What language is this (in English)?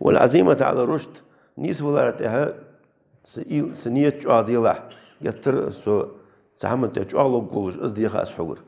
Ingush